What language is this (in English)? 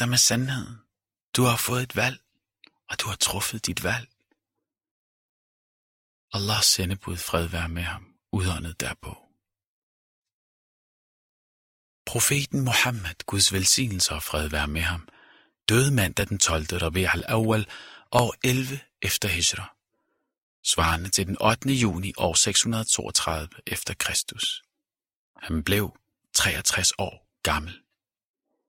Danish